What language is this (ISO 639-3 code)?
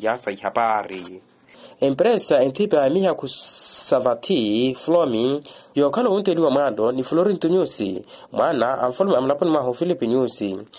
vmw